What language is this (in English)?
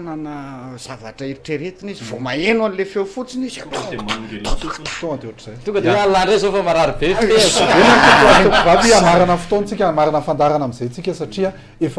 Malagasy